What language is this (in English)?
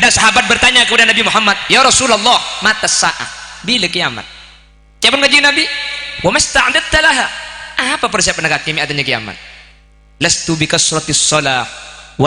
Madurese